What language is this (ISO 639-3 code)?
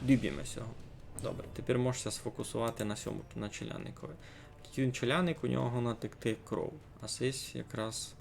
rue